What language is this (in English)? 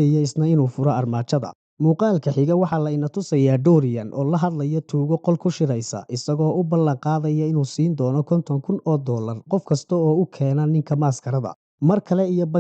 Somali